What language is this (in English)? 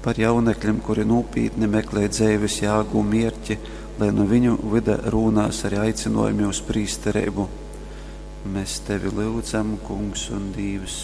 Latgalian